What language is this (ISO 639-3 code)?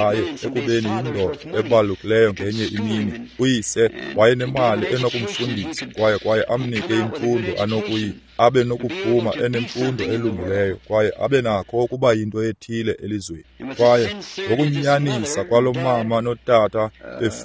xho